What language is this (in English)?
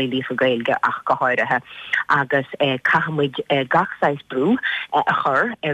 Irish